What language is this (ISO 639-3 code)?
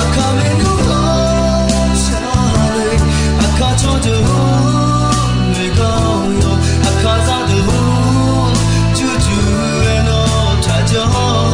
ahk